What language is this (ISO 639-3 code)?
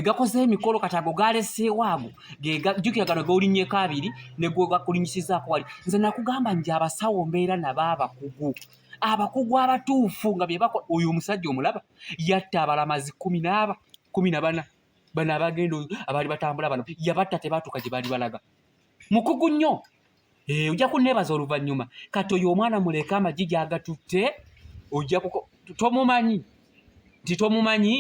lug